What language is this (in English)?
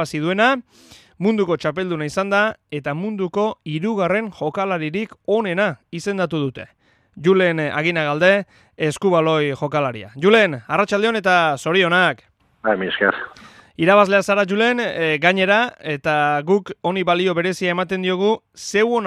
Basque